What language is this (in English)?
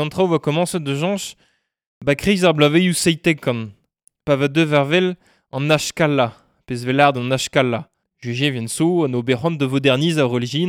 Breton